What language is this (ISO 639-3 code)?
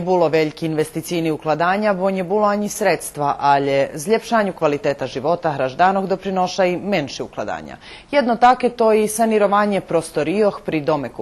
rue